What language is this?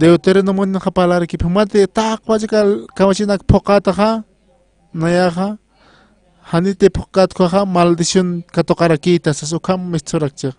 Aymara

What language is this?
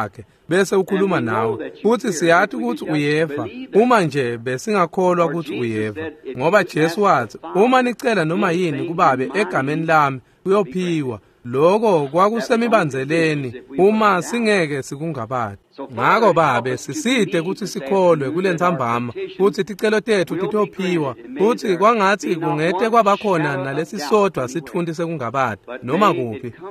Swati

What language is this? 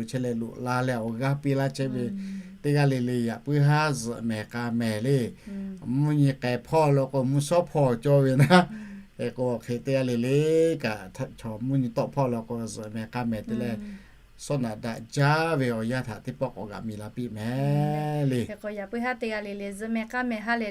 Lahu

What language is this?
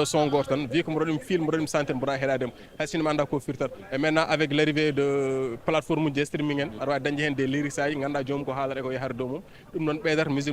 Fula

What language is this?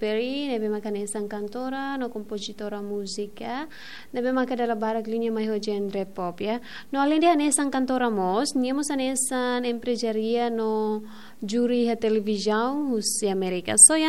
Tetum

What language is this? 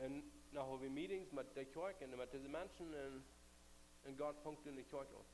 Plautdietsch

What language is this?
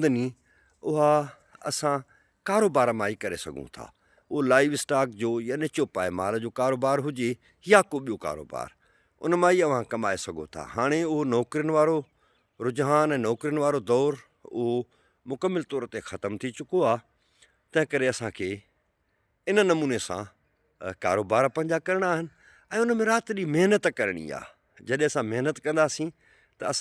Sindhi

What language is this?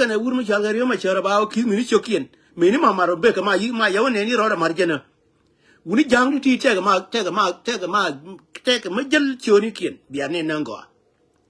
Nuer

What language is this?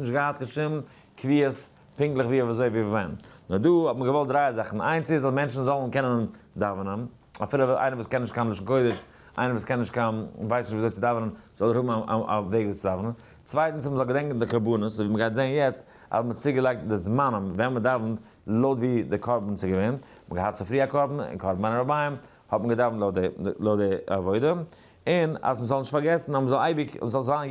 Yiddish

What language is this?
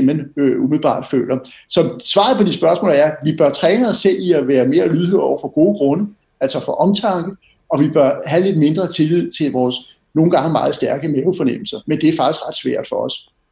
Danish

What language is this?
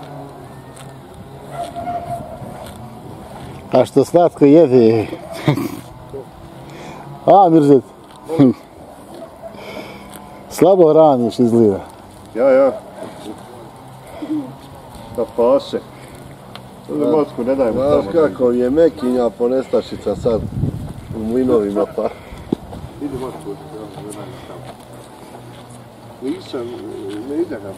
Bosnian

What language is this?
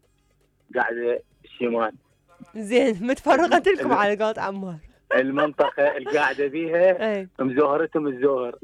Mesopotamian Arabic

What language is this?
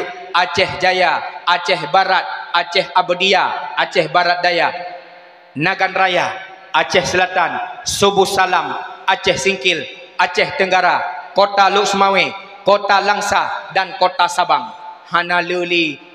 Achinese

